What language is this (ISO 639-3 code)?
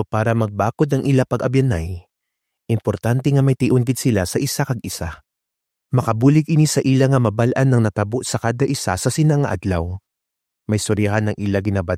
hil